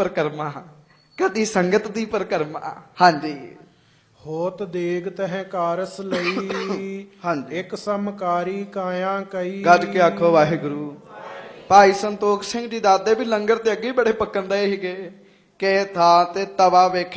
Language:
Punjabi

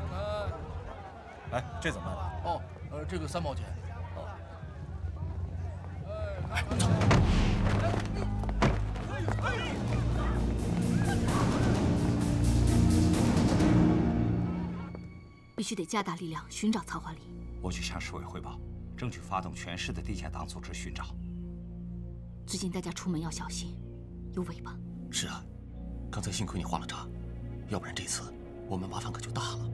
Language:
Chinese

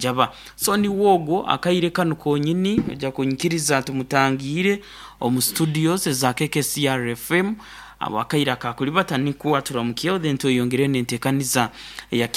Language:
Nyoro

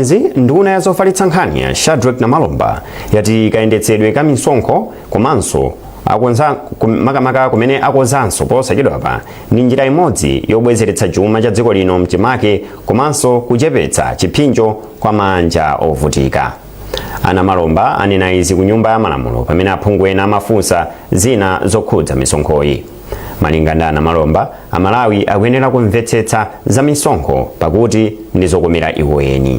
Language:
Nyanja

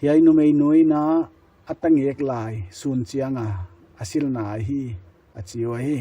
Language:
Paite Chin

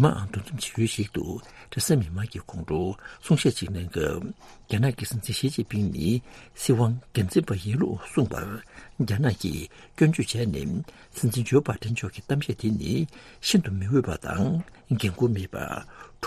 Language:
Tibetan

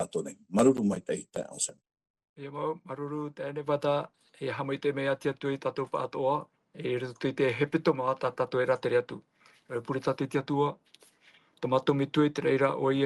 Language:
Tahitian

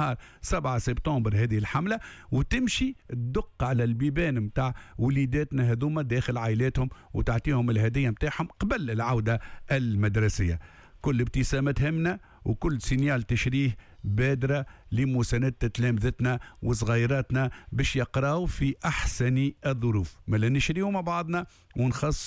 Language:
Tunisian Arabic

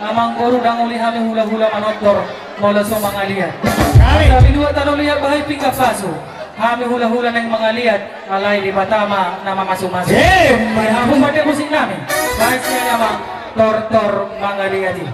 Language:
Batak Toba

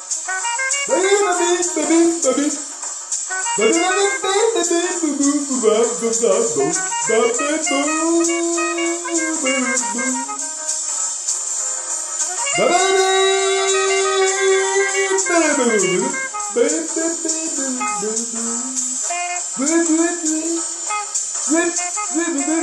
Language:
Japanese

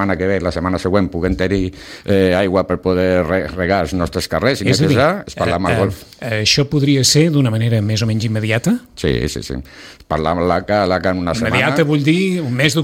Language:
Catalan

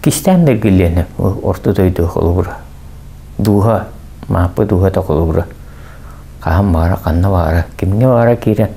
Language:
Yakut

